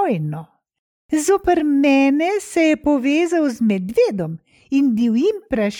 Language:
Slovenian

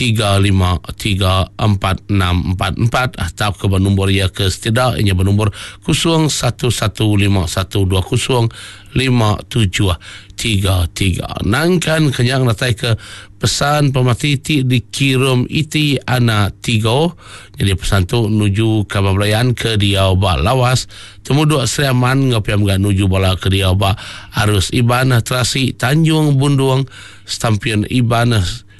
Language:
Iban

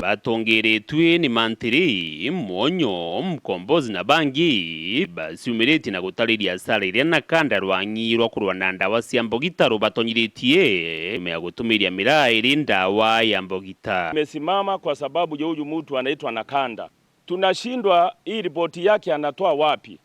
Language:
Meru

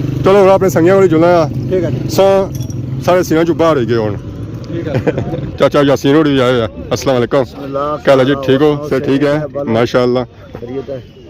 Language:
Pahari-Potwari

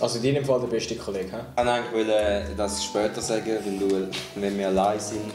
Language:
Swiss German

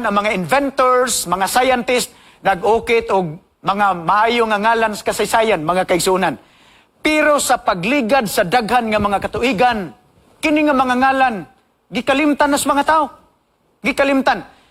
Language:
Cebuano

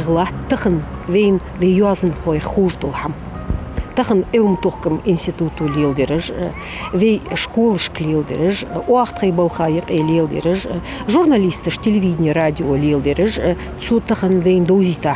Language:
Ingush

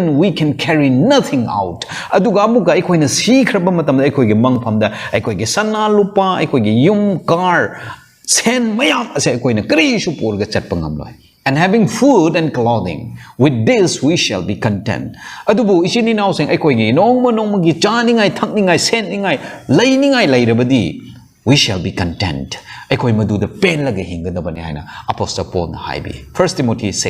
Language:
Manipuri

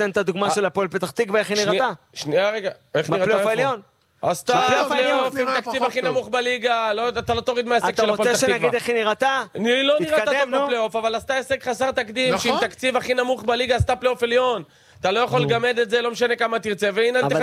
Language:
Hebrew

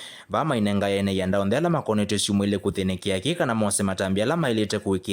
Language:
Kamba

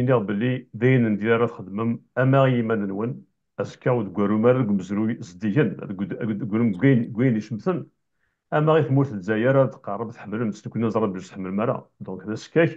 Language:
Kabyle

